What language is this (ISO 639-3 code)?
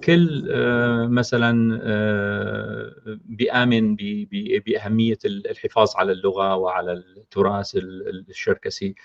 apc